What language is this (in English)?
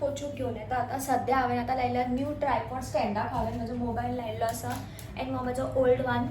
Konkani